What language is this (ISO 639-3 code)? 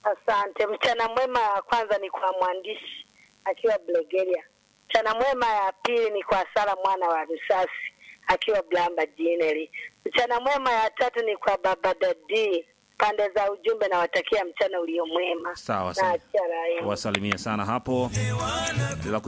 swa